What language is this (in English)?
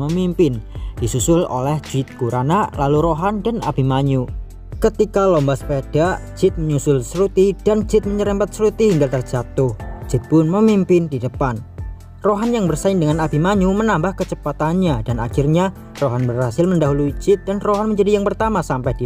Indonesian